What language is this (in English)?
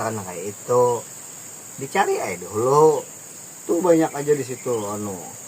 Banjar